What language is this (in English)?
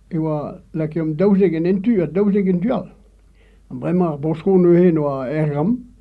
Breton